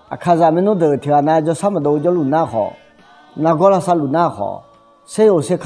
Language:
Akha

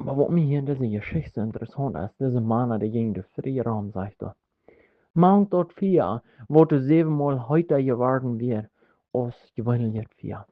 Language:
Plautdietsch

